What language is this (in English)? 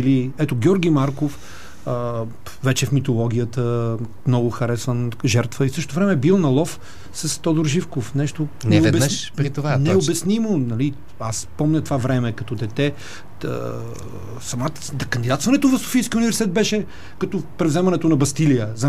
Bulgarian